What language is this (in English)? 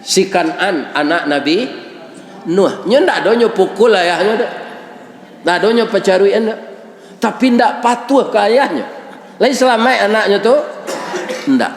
Minangkabau